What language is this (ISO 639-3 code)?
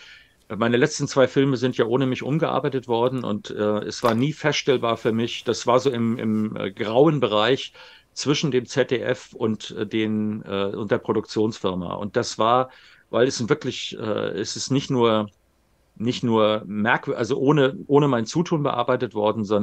deu